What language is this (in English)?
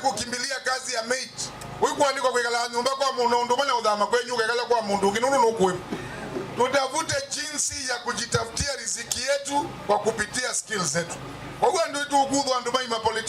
Kamba